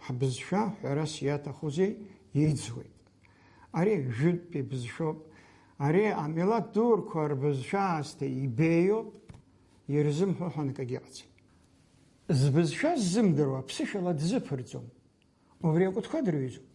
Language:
Abkhazian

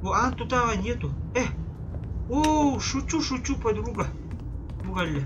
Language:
Yakut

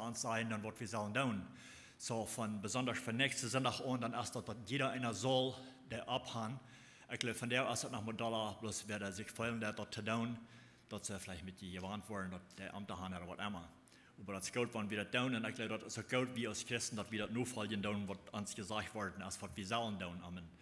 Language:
Plautdietsch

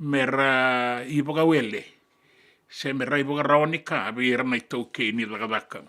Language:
Fijian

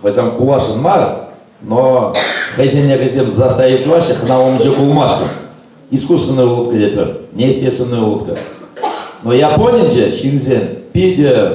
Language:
Chuvash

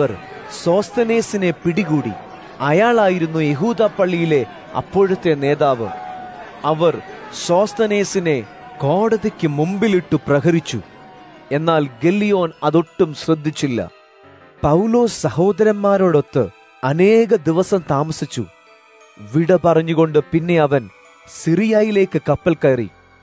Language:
Malayalam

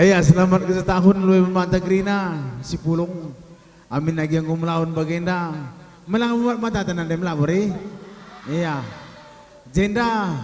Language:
Batak Karo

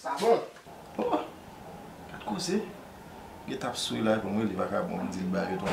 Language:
Haitian Creole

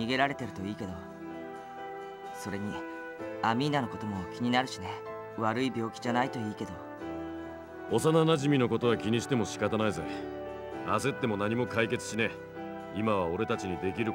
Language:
Japanese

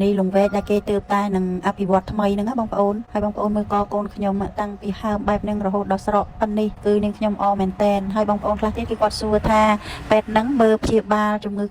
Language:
Khmer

